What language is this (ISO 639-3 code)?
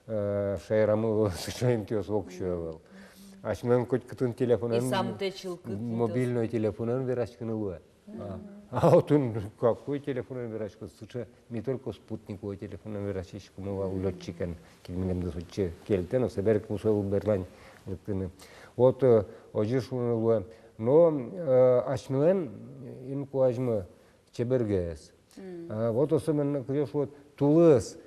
udm